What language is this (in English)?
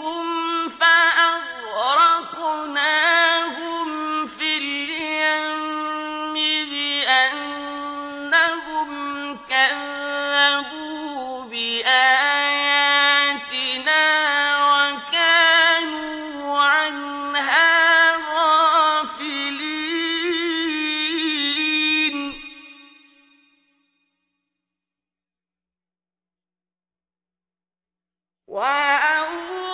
Arabic